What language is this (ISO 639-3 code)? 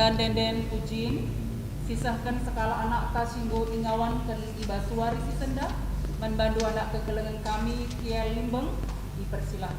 btx